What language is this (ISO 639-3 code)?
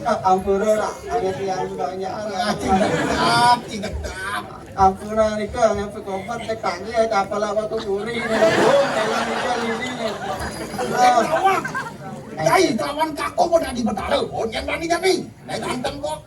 ban